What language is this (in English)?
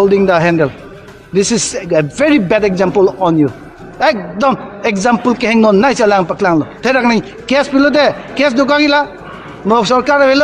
Karbi